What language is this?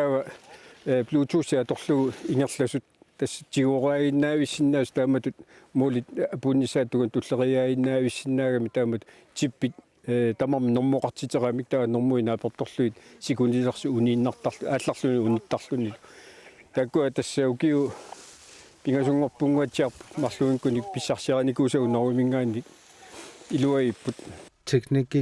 Kalaallisut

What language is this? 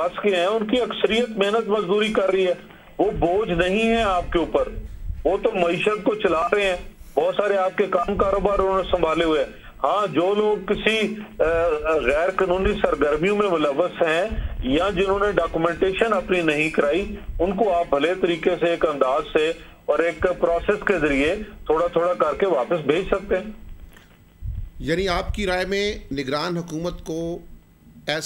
Urdu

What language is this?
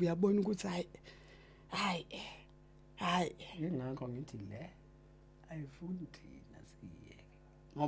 Zulu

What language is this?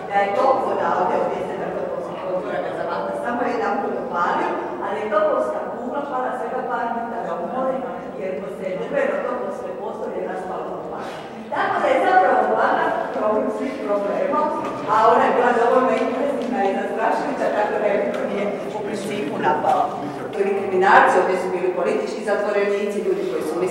Croatian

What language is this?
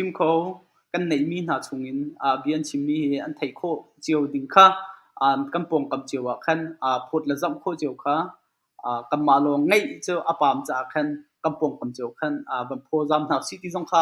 Hakha Chin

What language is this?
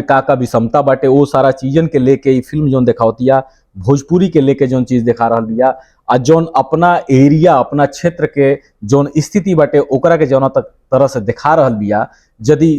Bhojpuri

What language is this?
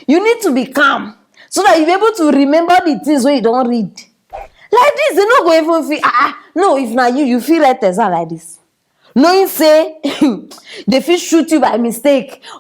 Nigerian Pidgin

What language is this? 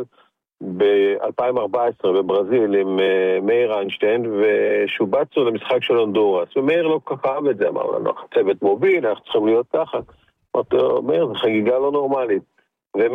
Hebrew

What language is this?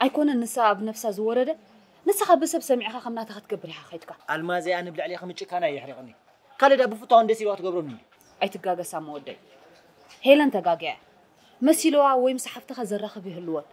Tigrinya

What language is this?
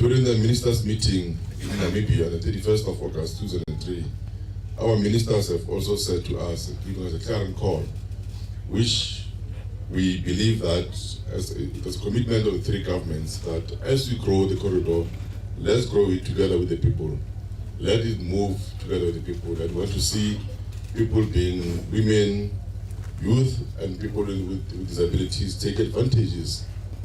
Tswana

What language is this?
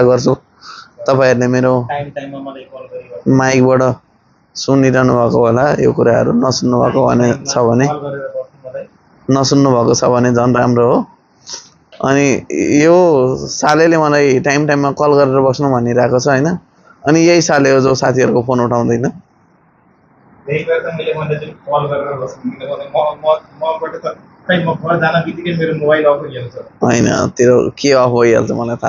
Nepali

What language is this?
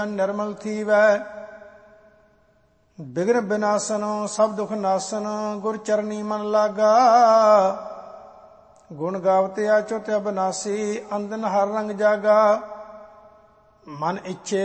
Punjabi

